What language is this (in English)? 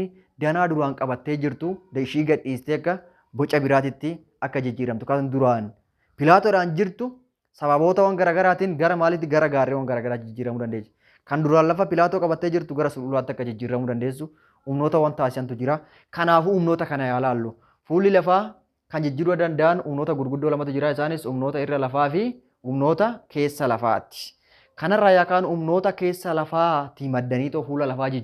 Oromo